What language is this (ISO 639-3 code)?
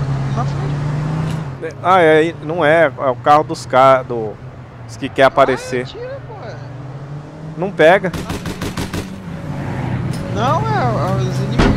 por